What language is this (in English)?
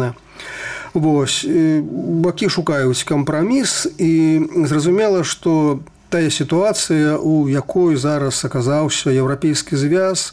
Belarusian